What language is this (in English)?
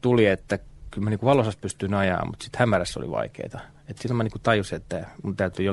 Finnish